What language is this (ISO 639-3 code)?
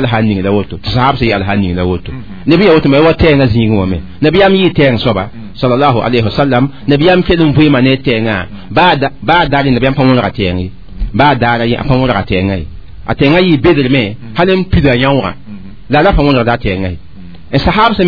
mos